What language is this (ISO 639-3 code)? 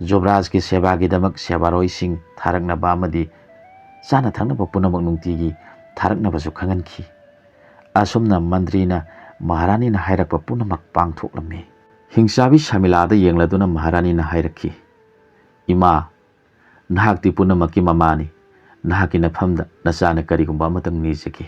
mni